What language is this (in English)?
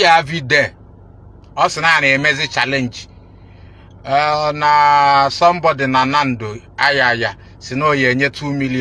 Igbo